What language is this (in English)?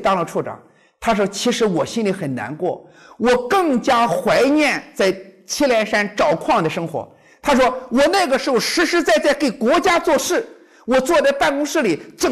Chinese